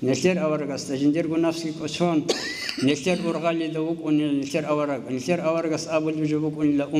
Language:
Avaric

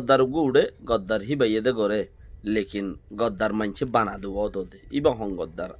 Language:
Rohingya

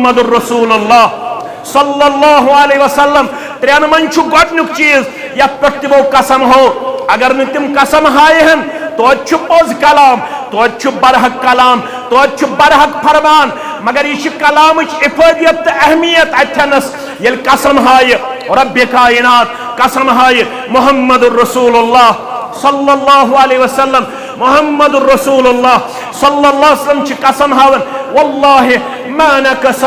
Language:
Kashmiri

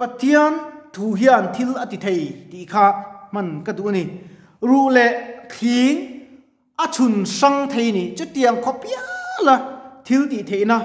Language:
Mizo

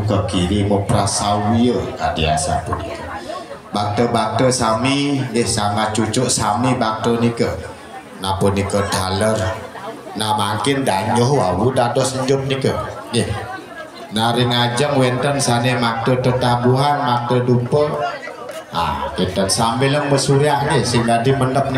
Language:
Balinese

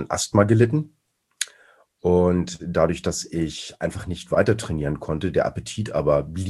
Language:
German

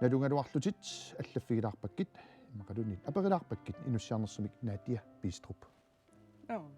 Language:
Kalaallisut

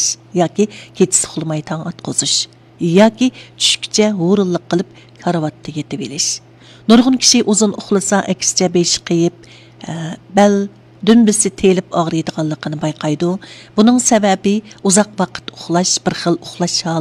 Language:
Uyghur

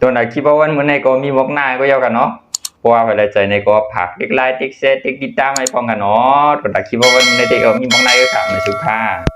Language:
Shan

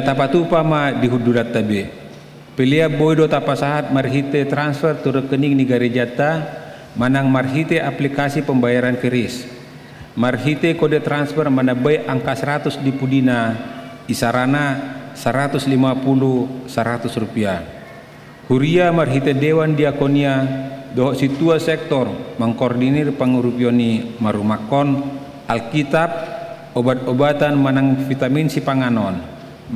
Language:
Batak Toba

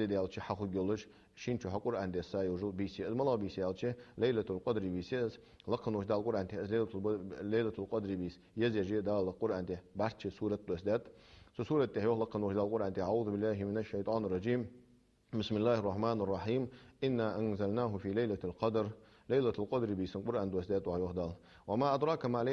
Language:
Ingush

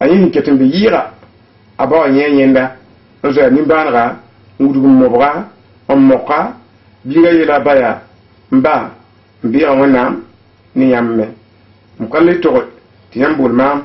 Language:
Mossi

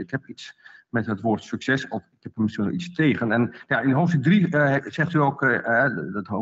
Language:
Dutch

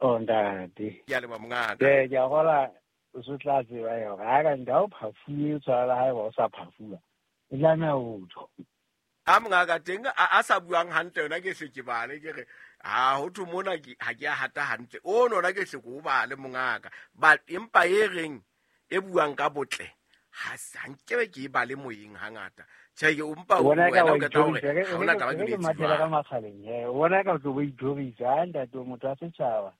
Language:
Southern Sotho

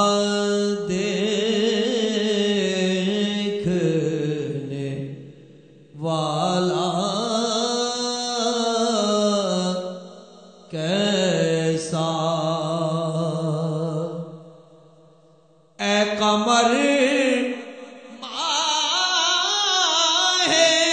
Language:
Urdu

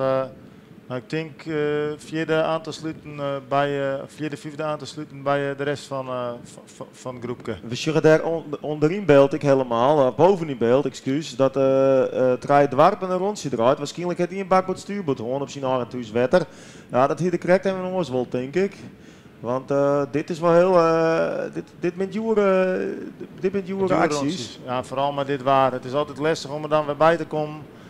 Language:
Western Frisian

